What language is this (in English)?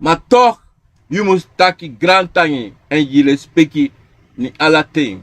Sranan Tongo